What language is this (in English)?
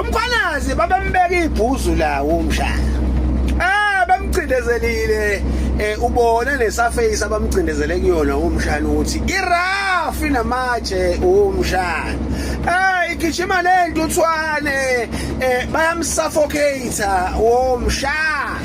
Zulu